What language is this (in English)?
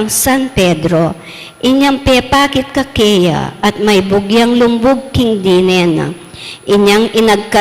Pampanga